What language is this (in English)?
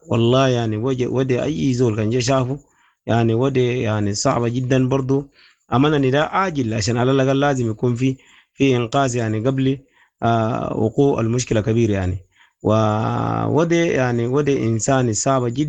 Sudanese Arabic